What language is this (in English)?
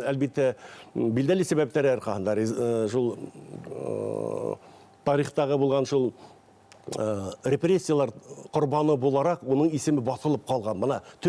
Bashkir